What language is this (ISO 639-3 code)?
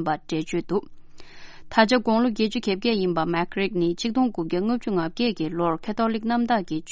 bod